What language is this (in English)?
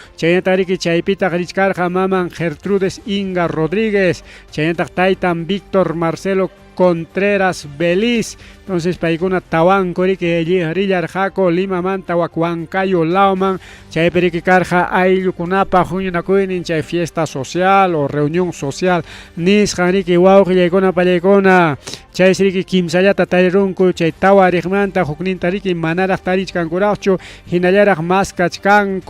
Ayacucho Quechua